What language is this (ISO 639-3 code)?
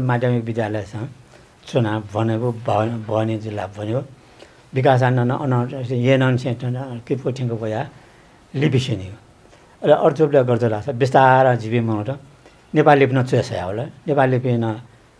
new